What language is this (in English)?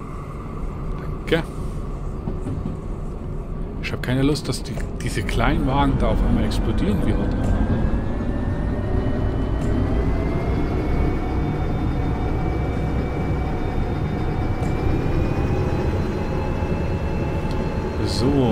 German